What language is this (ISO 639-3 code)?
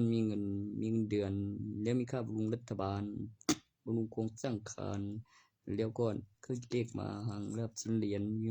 tts